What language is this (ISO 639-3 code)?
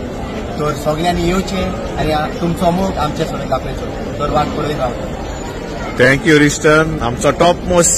kok